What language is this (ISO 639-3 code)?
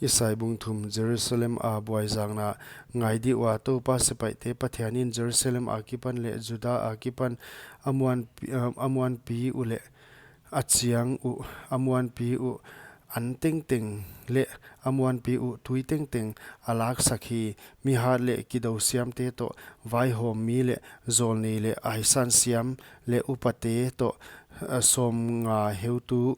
pck